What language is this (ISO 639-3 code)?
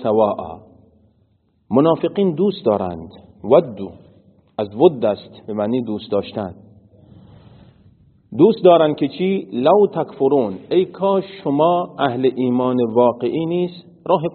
fas